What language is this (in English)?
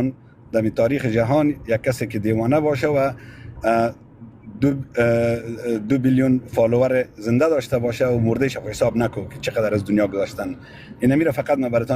Persian